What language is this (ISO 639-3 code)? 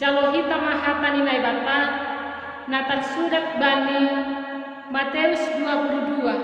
bts